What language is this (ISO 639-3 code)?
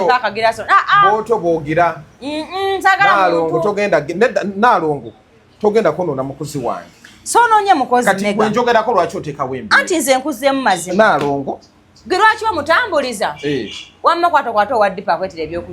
lug